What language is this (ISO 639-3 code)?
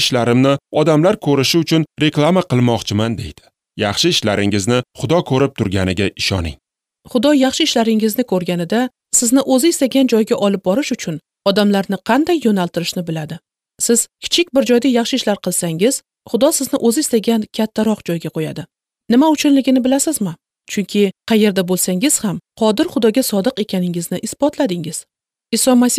uzb